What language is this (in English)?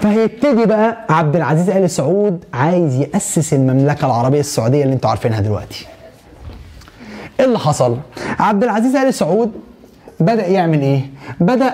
Egyptian Arabic